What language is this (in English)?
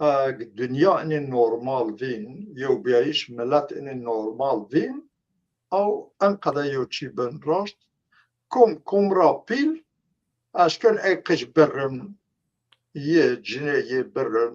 Zaza